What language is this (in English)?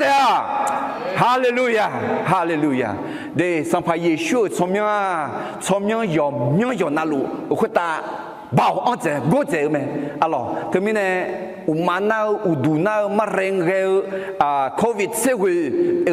Akha